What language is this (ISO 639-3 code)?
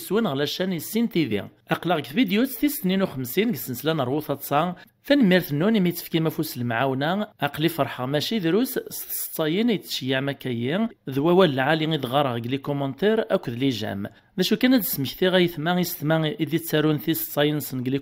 kab